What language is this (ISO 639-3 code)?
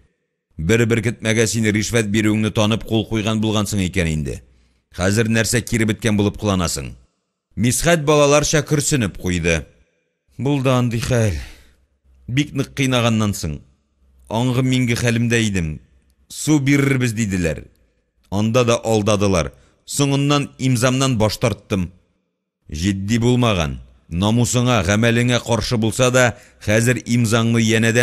tat